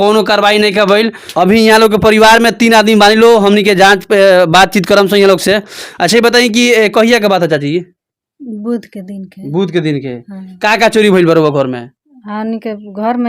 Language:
Bhojpuri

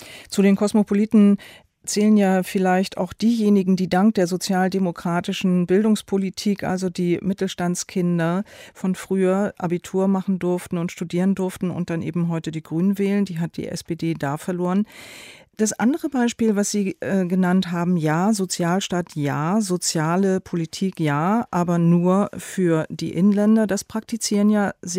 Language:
German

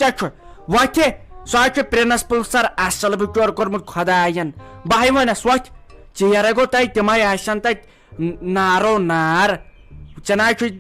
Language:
Kashmiri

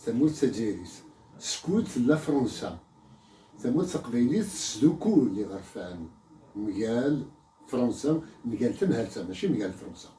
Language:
Kabyle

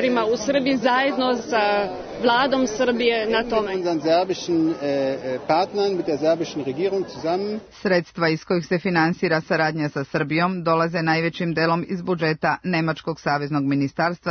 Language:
Serbian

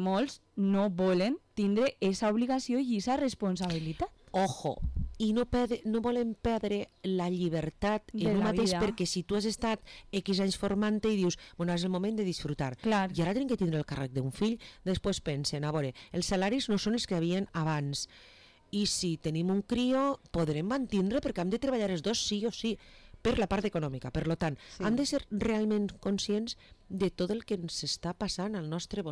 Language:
Catalan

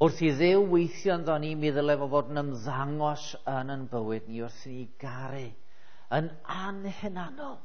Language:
Welsh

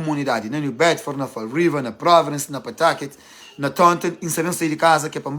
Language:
Kabuverdianu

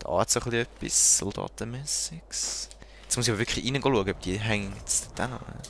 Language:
Swiss German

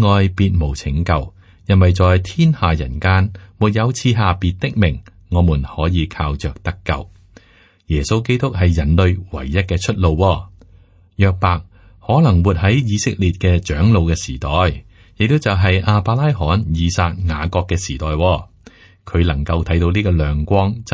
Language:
Cantonese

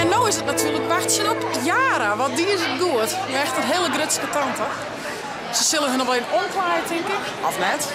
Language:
Western Frisian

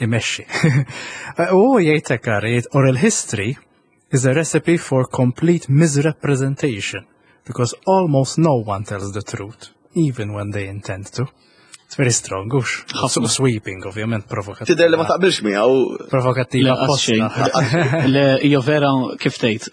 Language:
Maltese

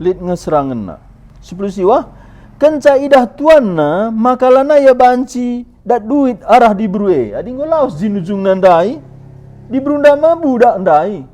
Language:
Batak Karo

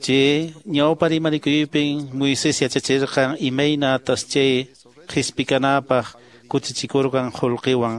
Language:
Quechua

